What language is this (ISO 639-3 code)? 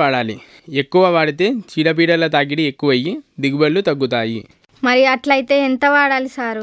tel